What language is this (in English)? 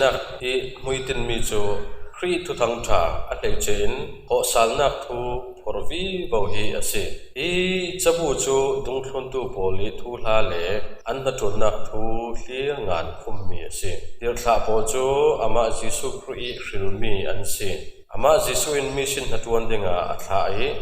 Falam Chin